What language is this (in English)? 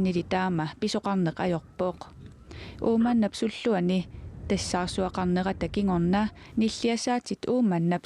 Kalaallisut